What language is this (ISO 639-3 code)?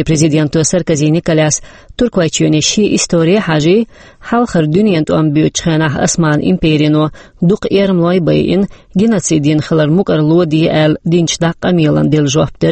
che